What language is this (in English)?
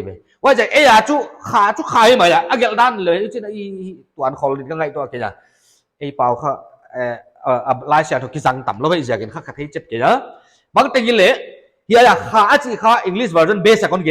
Paite Chin